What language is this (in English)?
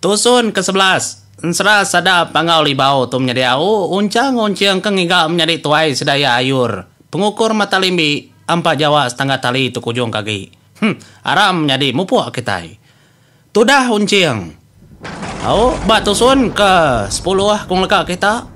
Iban